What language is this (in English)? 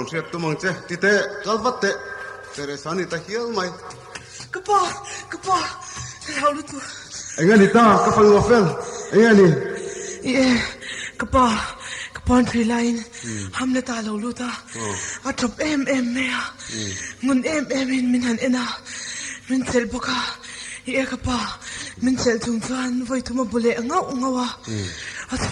Mizo